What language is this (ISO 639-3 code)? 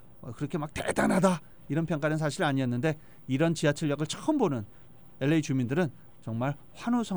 kor